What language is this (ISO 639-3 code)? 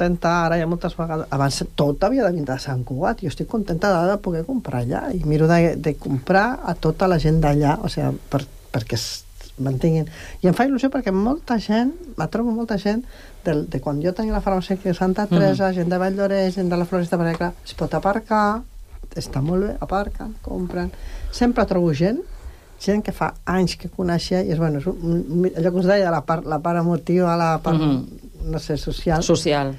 cat